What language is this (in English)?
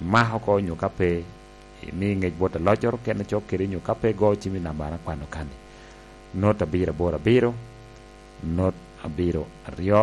Lango (Uganda)